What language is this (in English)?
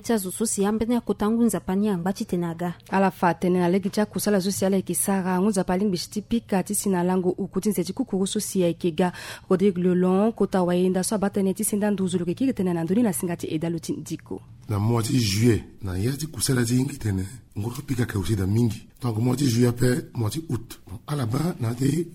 Sango